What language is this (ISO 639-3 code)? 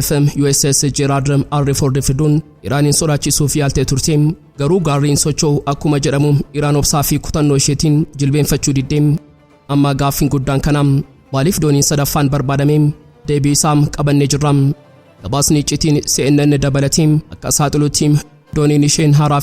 orm